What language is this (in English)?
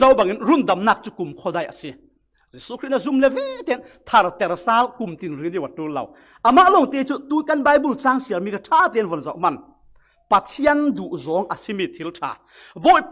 Falam Chin